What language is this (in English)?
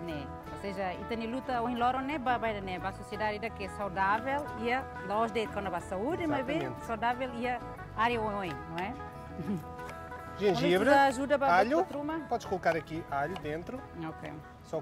Tetum